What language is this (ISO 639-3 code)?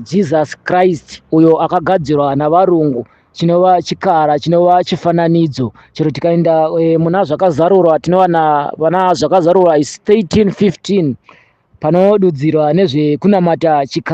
sna